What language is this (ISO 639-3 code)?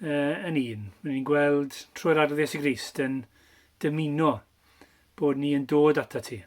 cym